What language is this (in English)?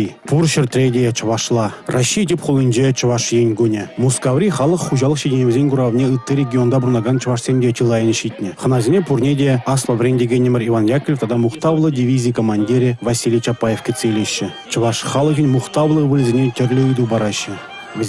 Chuvash